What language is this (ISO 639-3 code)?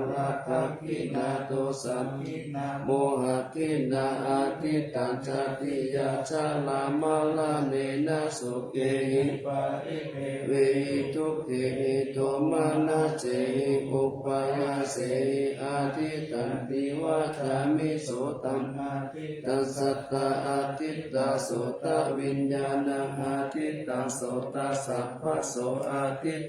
pli